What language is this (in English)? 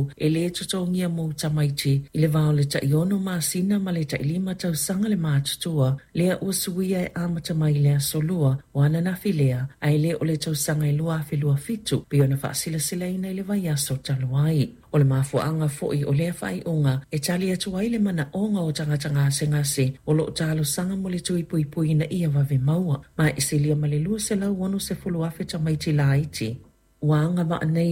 Samoan